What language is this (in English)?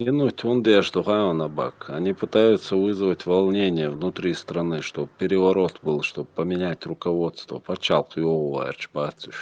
Chechen